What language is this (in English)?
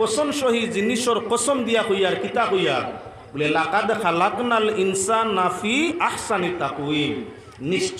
Sylheti